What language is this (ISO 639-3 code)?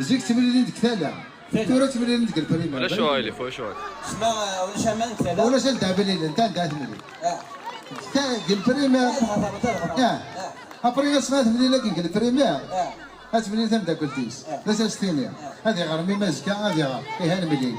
kab